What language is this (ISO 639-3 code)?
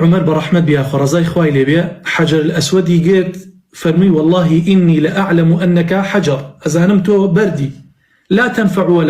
ckb